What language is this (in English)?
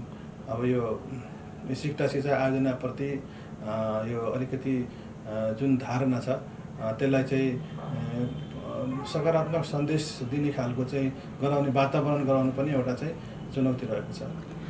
Nepali